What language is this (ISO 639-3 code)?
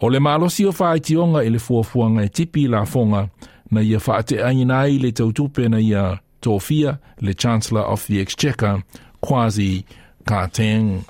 smo